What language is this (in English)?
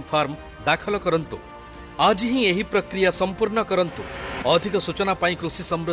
Hindi